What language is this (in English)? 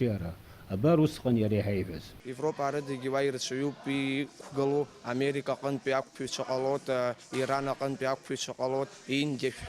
Abkhazian